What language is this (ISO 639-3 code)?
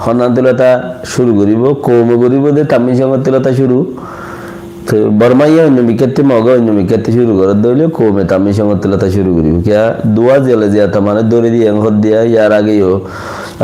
rhg